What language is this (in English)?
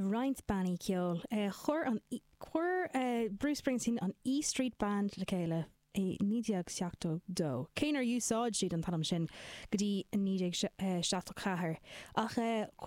Irish